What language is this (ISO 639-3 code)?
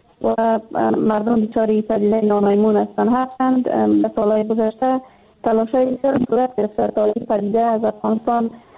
fas